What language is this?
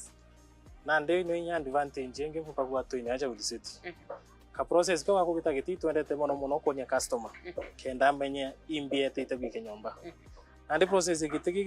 Meru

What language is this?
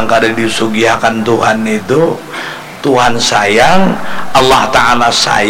Banjar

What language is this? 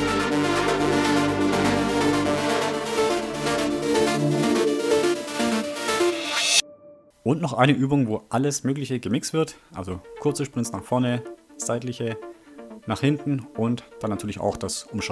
German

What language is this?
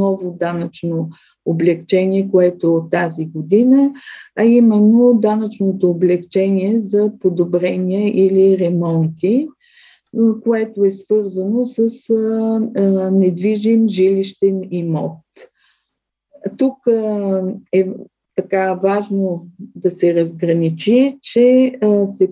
Bulgarian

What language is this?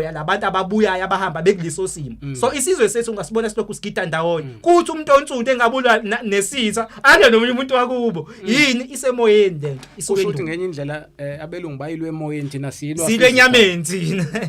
Zulu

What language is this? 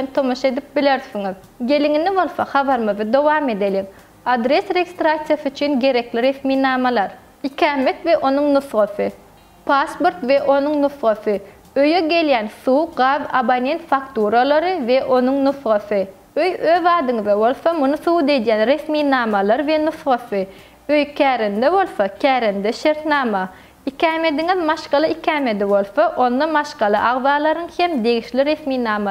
Turkmen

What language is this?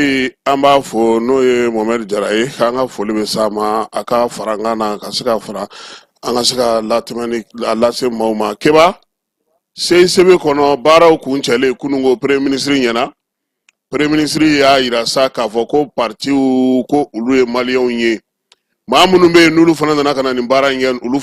Bambara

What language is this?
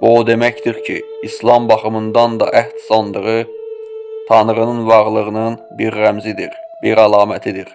Azerbaijani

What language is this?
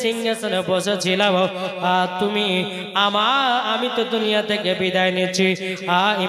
Bangla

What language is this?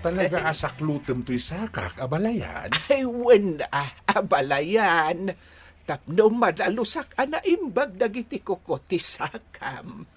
Iloko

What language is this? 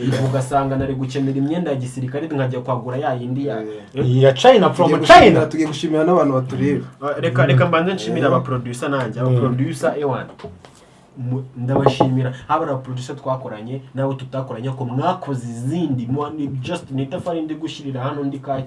Kinyarwanda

